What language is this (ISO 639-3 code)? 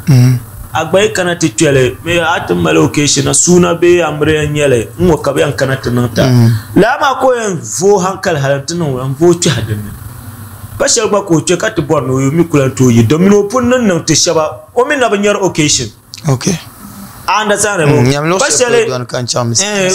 dag